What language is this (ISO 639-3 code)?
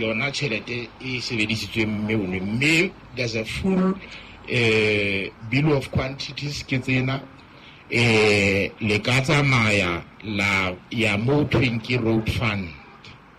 sot